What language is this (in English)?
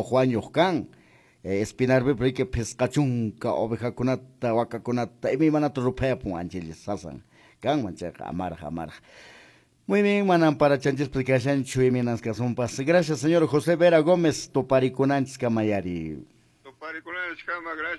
Quechua